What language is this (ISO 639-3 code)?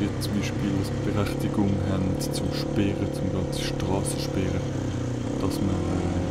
gsw